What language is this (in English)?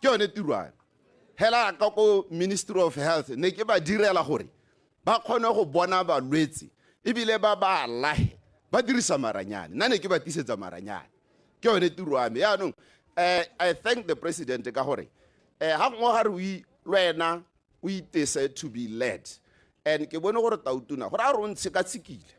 Tswana